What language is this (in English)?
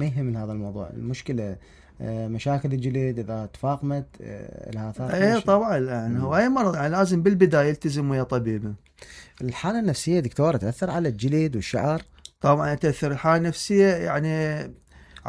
Mesopotamian Arabic